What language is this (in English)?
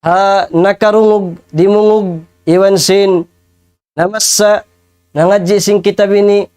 Tausug